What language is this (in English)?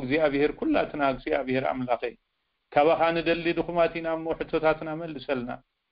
Tigrinya